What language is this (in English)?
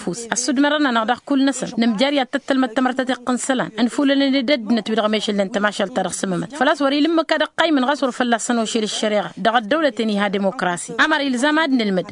Tamasheq